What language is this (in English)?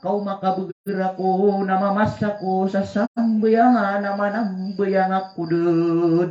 Maranao